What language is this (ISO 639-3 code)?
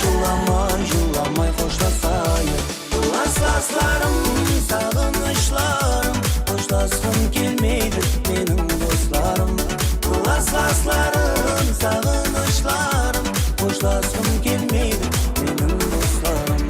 kaa